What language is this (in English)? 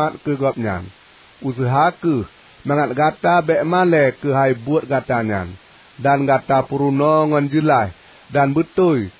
Achinese